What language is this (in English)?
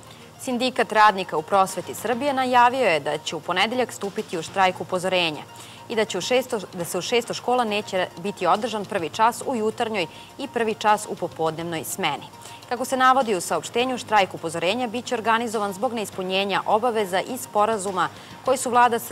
Serbian